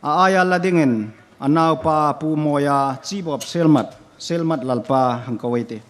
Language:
Hmar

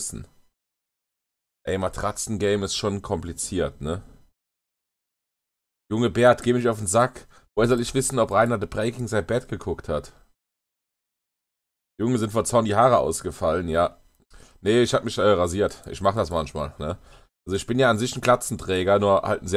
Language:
German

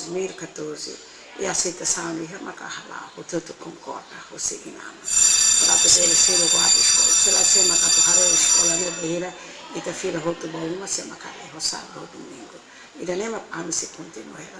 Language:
Tetum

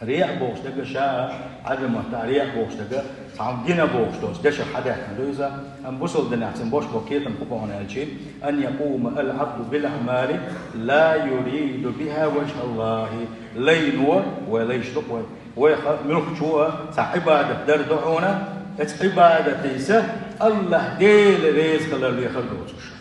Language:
Chechen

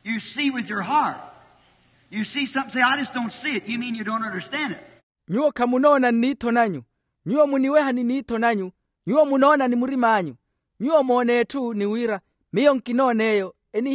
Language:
Makhuwa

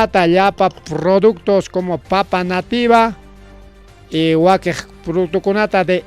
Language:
Ayacucho Quechua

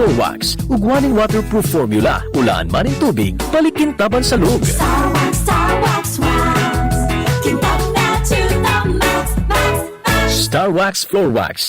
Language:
Bikol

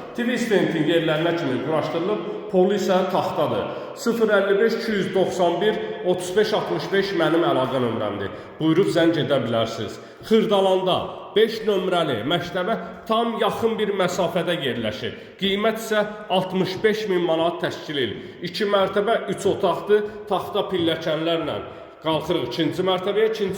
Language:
Azerbaijani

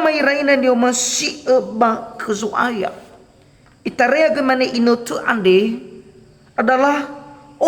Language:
Nias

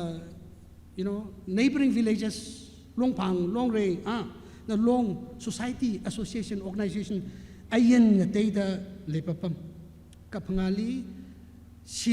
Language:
Tangkhul Naga (India)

